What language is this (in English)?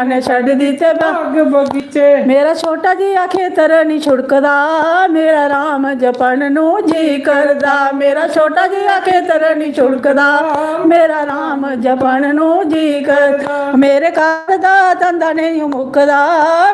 Dogri